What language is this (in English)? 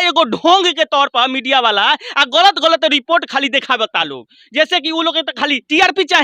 Bhojpuri